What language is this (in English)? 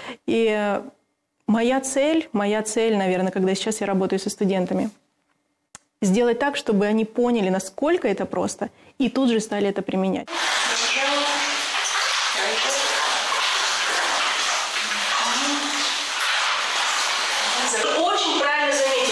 Russian